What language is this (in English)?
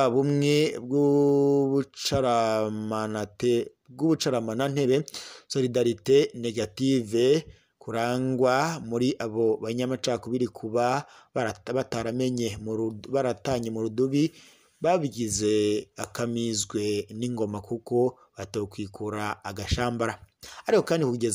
Rundi